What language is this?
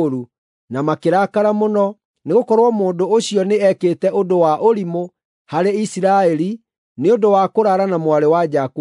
Kikuyu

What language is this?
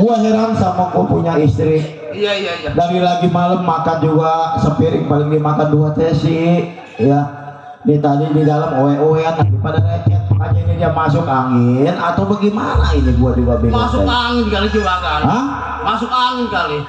Betawi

